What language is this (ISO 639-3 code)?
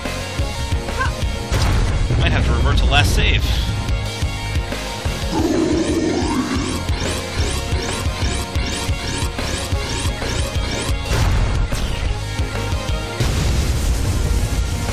eng